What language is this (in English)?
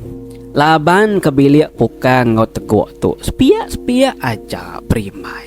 Iban